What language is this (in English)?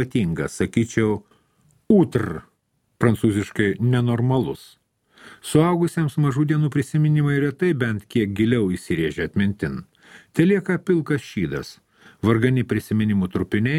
Lithuanian